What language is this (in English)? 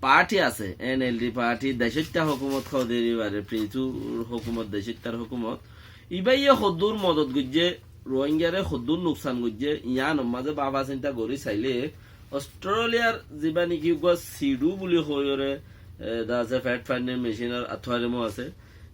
Rohingya